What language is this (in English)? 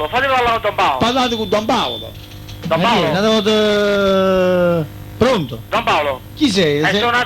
Neapolitan